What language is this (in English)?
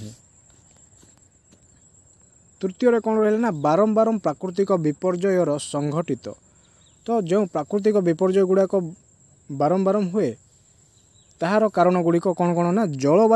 Odia